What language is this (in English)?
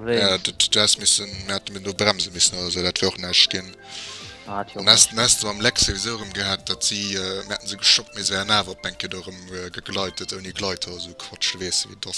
Luxembourgish